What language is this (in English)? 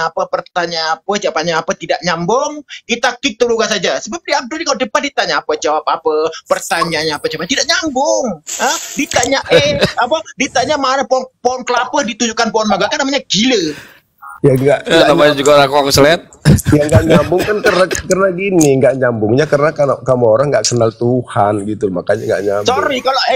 Indonesian